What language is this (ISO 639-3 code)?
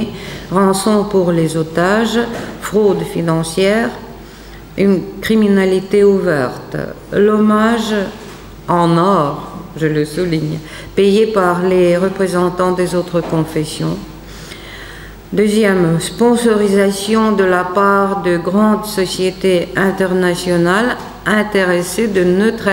fra